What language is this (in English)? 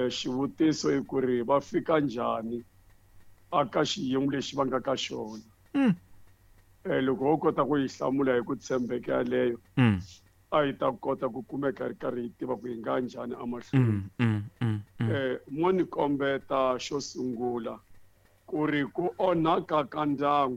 Tsonga